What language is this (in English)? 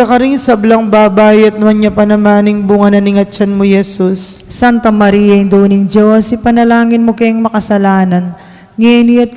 Pampanga